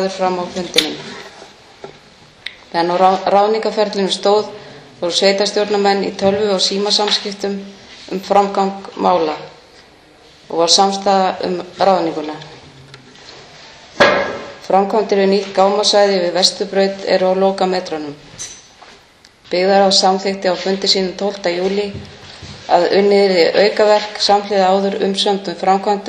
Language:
Icelandic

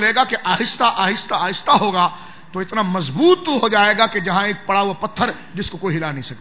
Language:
Urdu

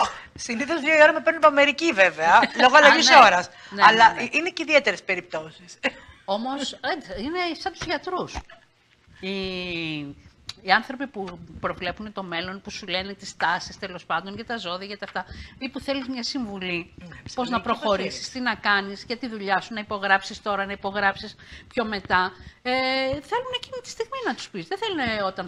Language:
Greek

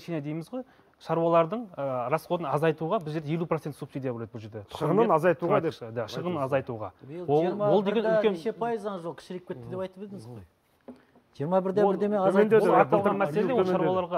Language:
Kazakh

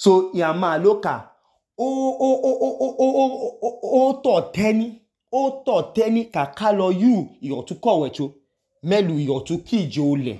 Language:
Idoma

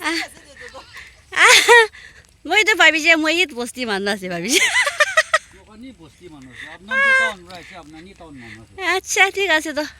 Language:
Naga Pidgin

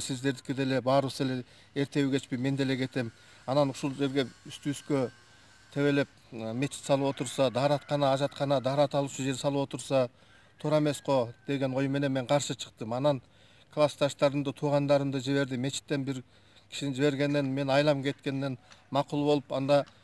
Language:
Kyrgyz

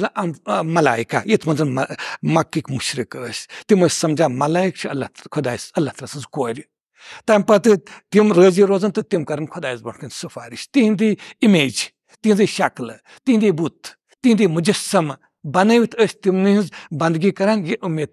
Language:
Kashmiri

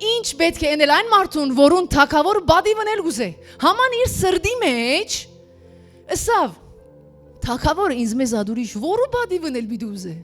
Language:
Western Armenian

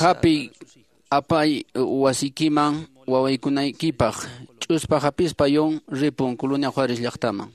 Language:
Quechua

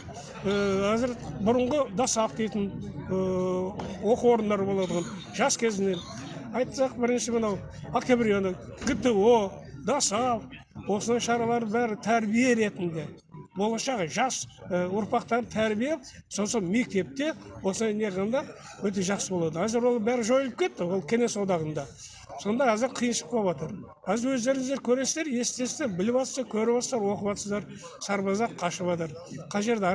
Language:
Kazakh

